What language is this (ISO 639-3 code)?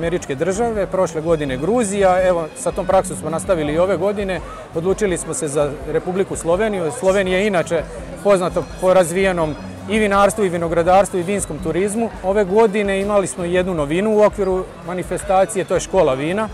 srp